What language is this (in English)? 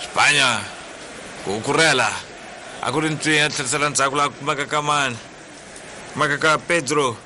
Tsonga